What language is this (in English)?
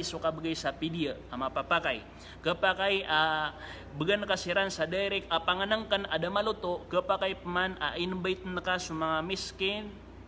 Maranao